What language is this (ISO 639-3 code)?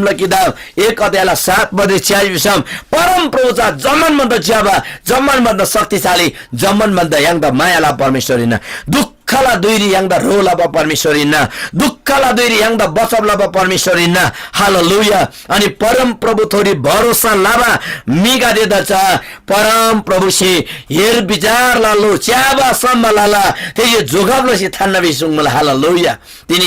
taj